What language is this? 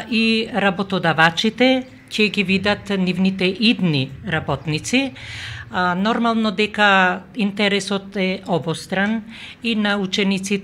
Macedonian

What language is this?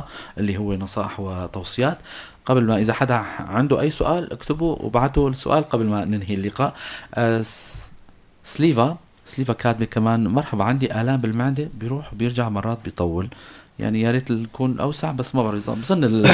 North Levantine Arabic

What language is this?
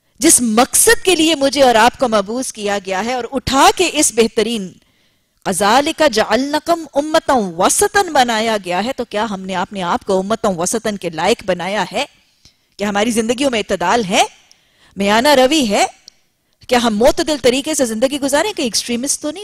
Urdu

